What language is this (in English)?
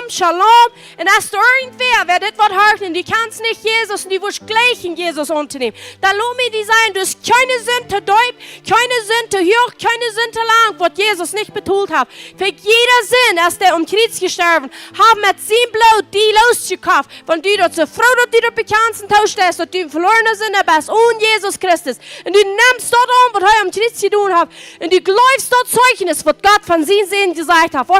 Plautdietsch